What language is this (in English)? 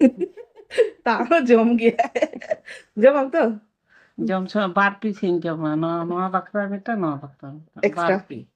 Santali